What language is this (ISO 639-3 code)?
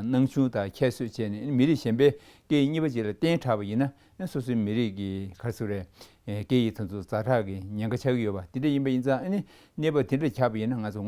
bod